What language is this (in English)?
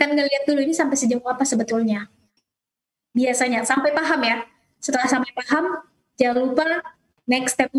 Indonesian